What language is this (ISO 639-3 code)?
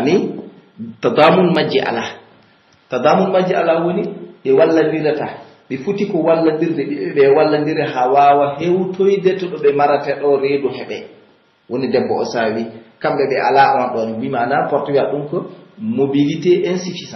fuf